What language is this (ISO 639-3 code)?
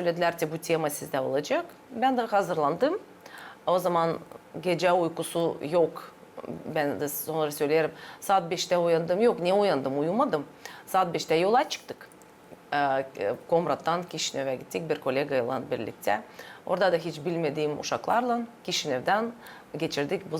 gag